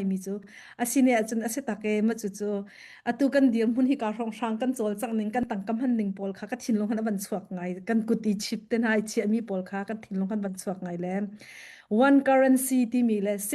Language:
Hakha Chin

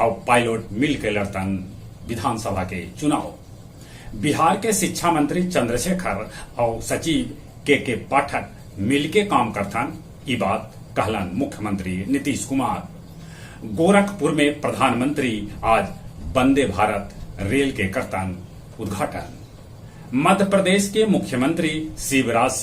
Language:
Magahi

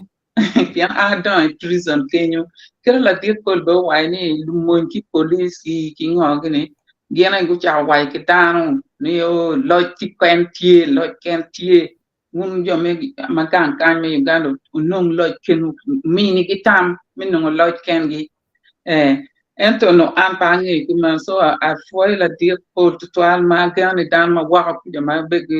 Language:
Acoli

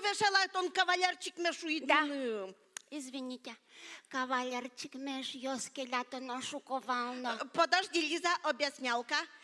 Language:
Udmurt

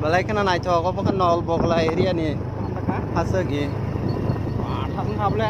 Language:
Kok Borok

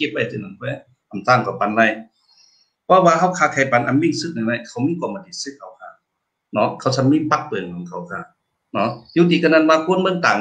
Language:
Shan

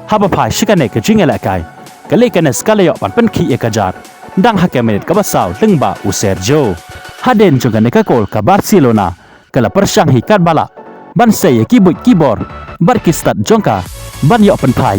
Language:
Khasi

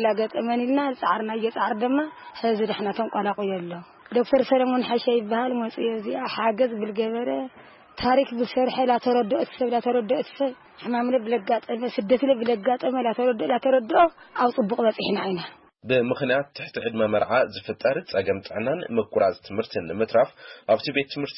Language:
Tigrinya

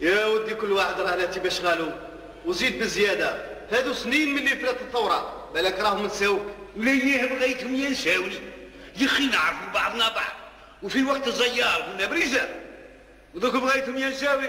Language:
Algerian Arabic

